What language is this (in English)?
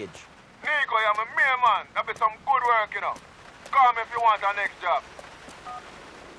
English